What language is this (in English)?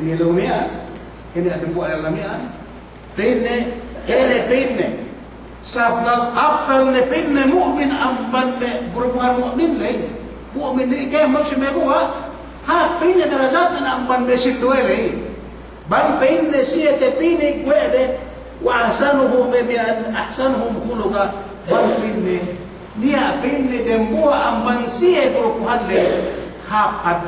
Yakan